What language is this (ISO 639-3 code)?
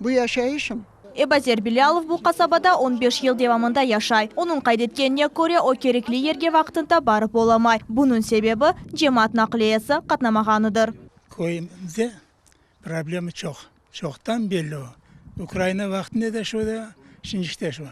crh